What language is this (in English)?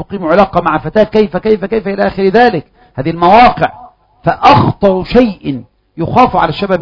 Arabic